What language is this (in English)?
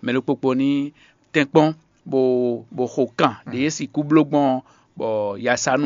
Fon